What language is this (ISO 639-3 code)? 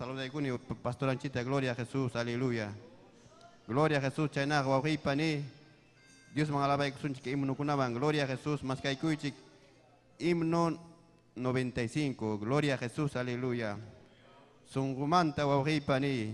quy